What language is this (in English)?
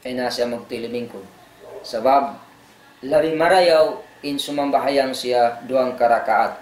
Tausug